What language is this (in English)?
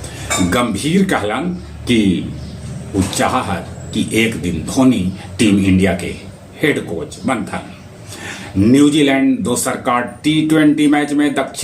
Magahi